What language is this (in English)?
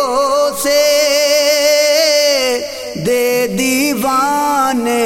Urdu